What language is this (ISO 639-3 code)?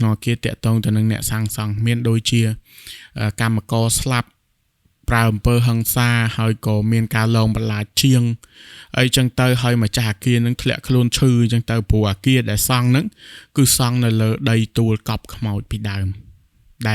khm